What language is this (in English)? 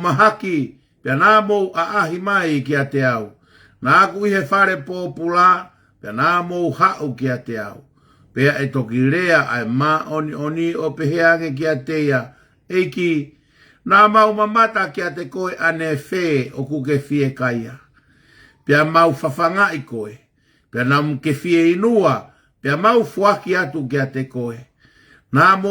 Tongan